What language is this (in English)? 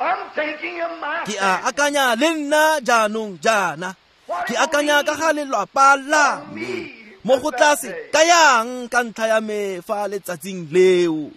Tswana